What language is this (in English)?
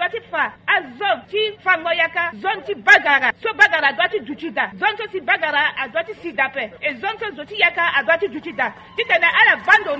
Sango